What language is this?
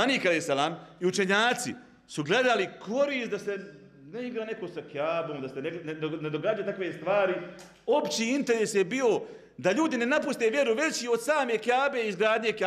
Bosnian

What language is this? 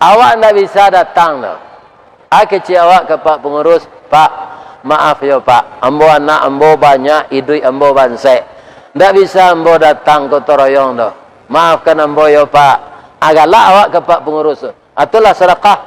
Minangkabau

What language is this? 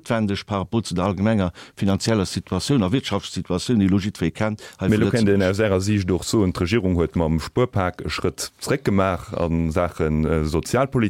Luxembourgish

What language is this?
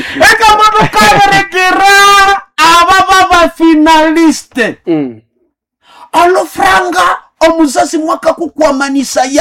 Nande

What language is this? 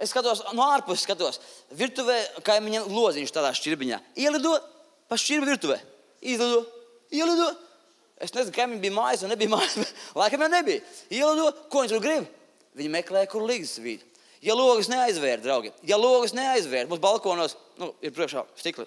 Latvian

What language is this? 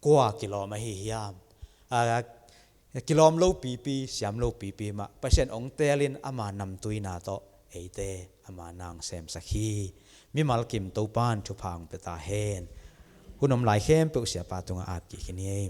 Tedim Chin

